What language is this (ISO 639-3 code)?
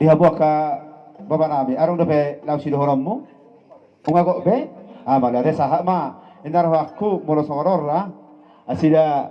bbc